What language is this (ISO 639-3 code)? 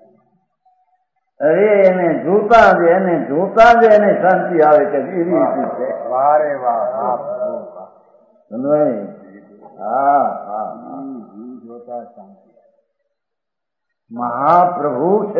guj